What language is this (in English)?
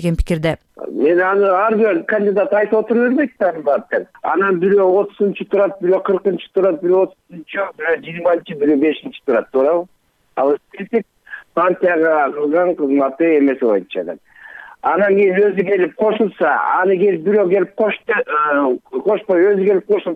Kyrgyz